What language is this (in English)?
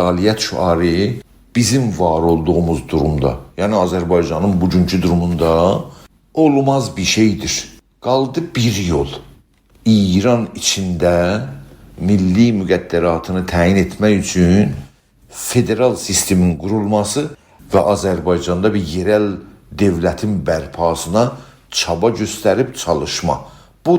South Azerbaijani